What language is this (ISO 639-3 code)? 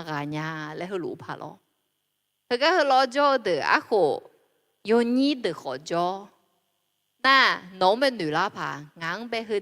ahk